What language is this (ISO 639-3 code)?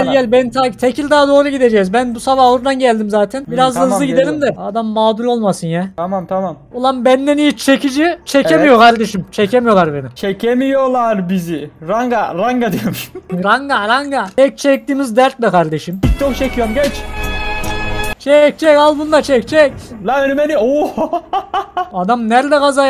tur